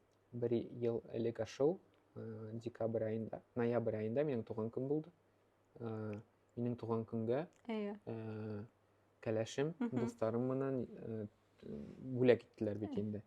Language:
Bashkir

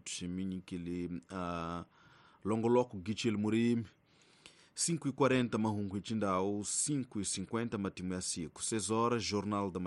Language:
Tsonga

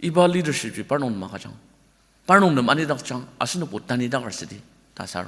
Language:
Ao Naga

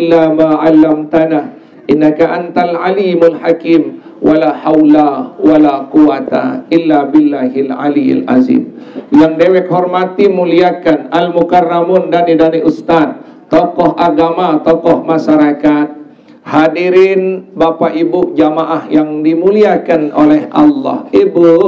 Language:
Sasak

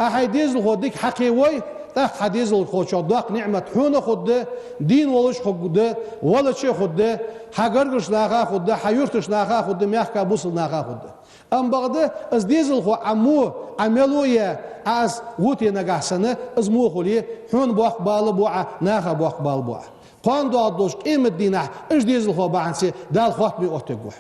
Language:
Ingush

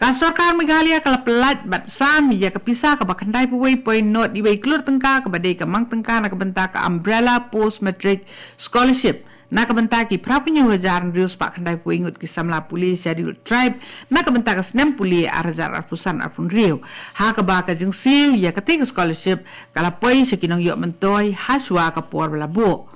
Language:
Khasi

